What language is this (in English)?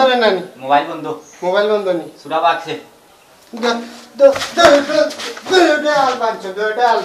Sylheti